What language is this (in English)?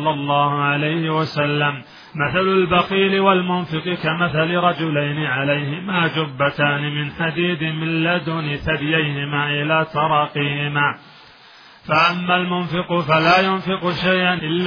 Arabic